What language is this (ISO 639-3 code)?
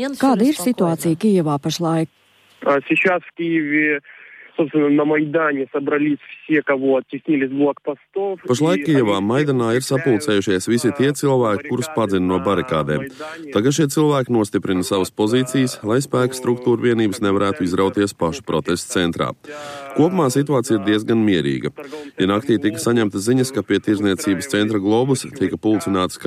lav